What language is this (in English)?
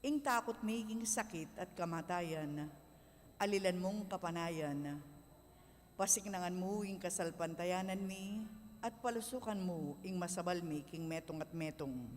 Pampanga